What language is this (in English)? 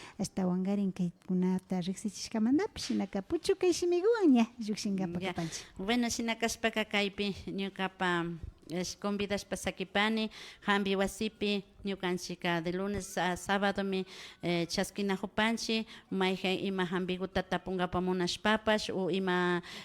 Imbabura Highland Quichua